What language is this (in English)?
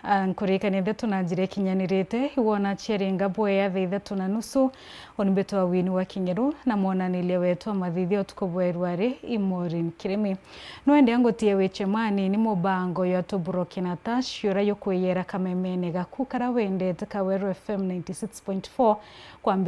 Meru